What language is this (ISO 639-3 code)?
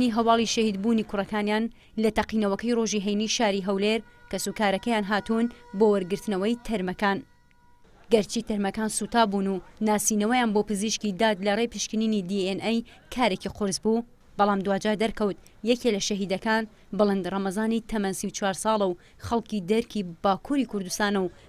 ckb